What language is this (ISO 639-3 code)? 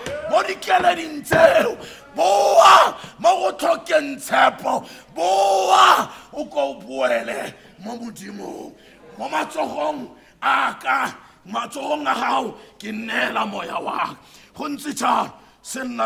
tsn